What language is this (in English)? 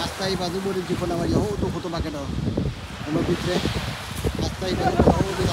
Sylheti